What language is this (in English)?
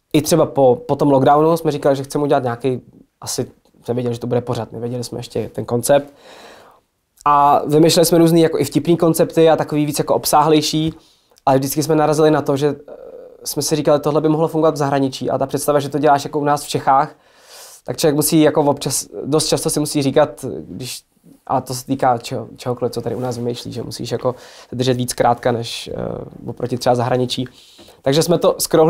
Czech